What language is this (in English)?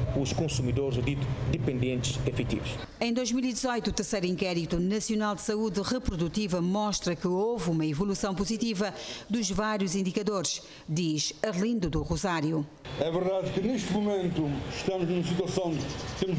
Portuguese